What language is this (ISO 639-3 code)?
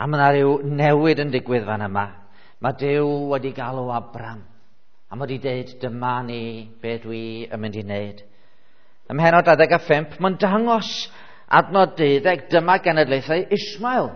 cym